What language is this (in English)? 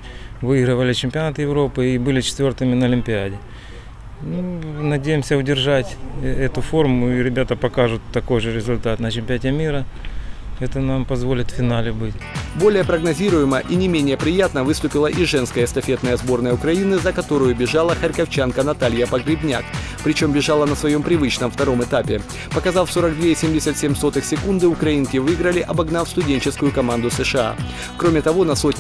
Russian